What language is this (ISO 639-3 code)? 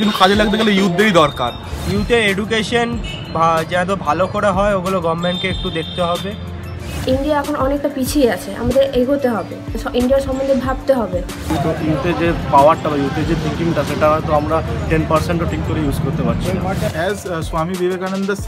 ben